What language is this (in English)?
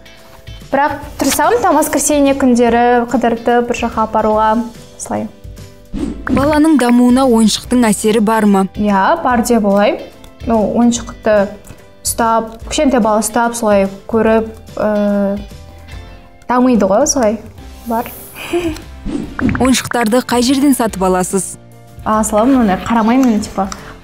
Kazakh